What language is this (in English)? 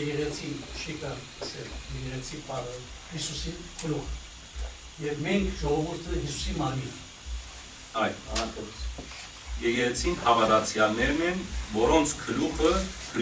Western Armenian